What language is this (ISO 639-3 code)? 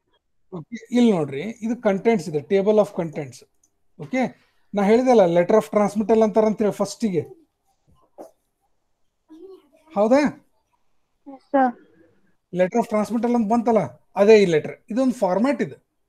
kan